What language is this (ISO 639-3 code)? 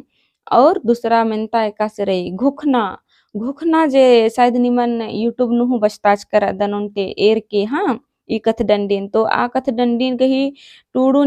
kru